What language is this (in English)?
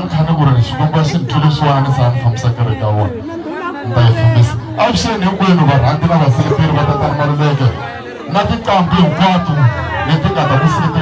Tsonga